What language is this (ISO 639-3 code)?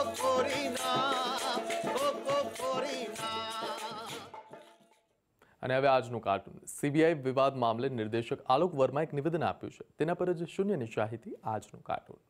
guj